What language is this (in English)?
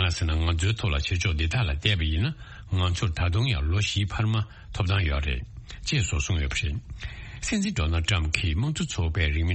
Tibetan